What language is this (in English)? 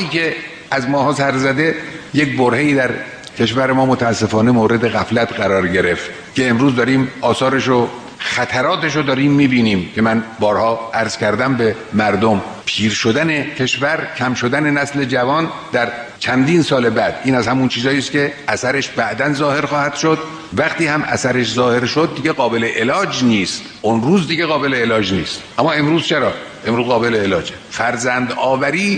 Persian